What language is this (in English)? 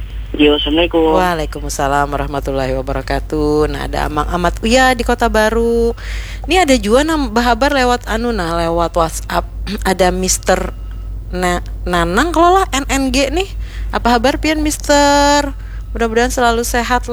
Banjar